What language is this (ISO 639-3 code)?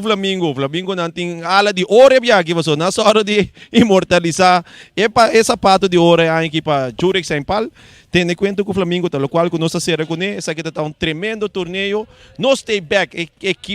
pap